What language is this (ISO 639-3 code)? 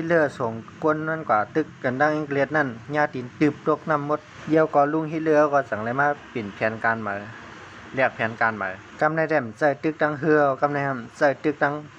shn